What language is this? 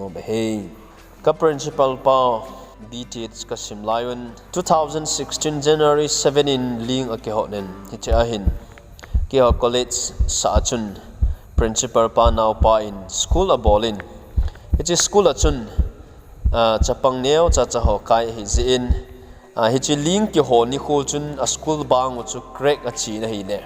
Thado Chin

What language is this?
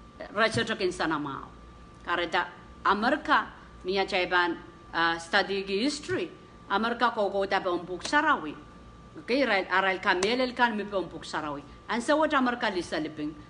Pohnpeian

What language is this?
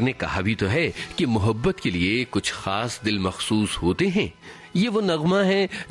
Hindi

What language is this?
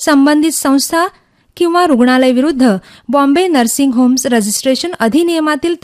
Marathi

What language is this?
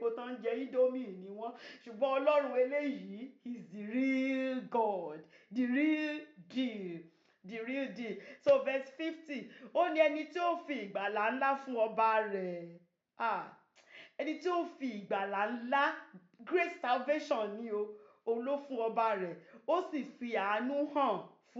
Yoruba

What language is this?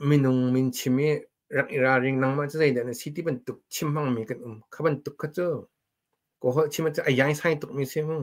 Hakha Chin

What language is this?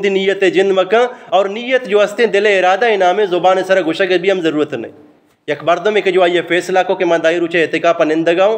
Eastern Balochi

